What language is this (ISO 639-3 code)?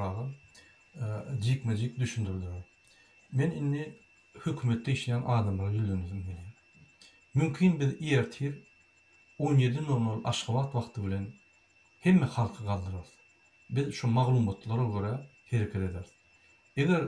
tuk